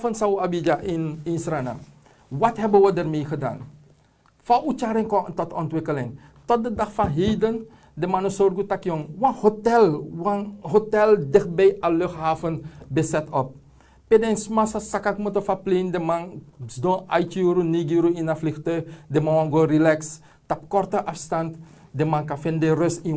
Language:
Sranan Tongo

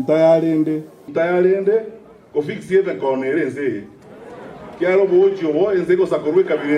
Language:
Gusii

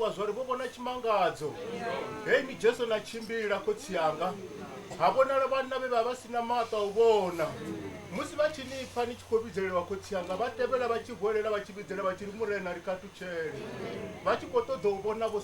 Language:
Venda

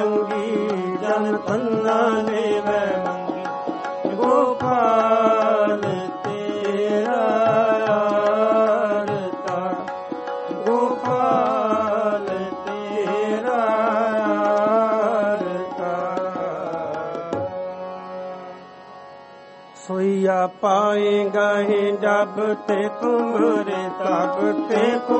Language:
Punjabi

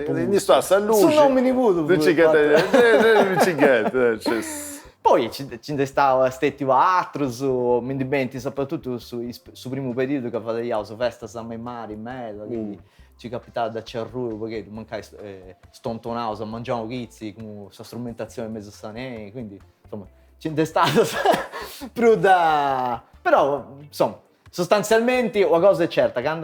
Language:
Sardinian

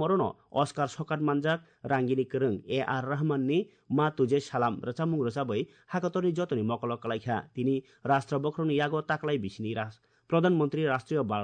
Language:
Kok Borok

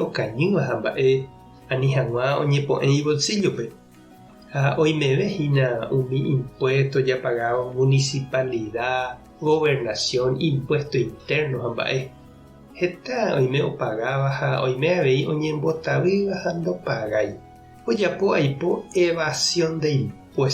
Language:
Guarani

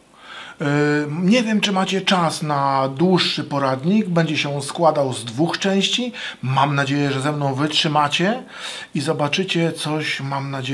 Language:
Polish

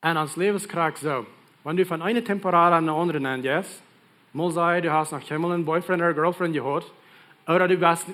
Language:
Plautdietsch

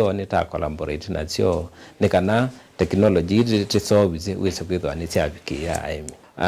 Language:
Kamba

